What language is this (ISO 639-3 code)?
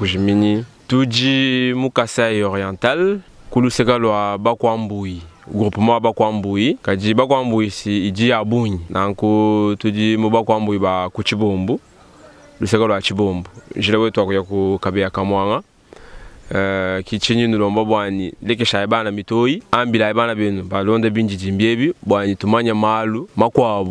lua